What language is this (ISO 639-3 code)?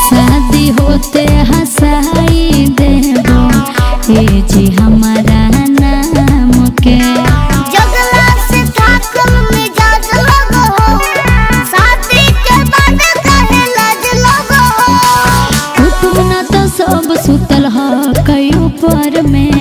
mag